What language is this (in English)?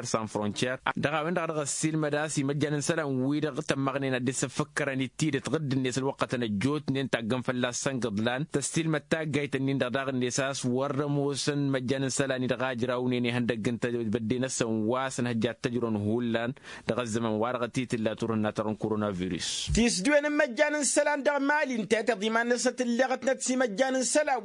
Tamasheq